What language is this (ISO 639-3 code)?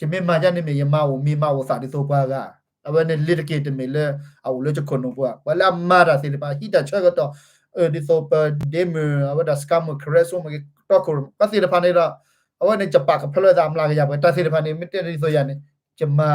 ksw